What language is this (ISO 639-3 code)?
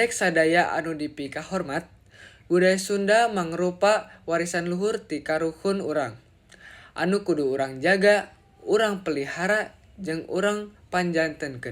sun